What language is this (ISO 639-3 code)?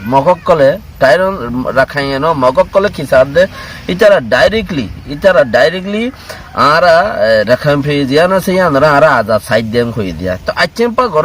rhg